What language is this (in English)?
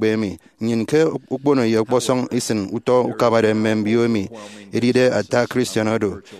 Efik